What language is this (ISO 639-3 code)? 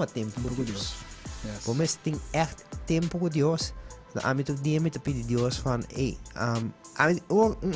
pap